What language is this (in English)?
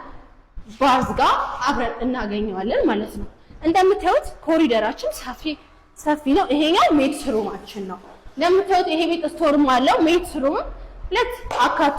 Amharic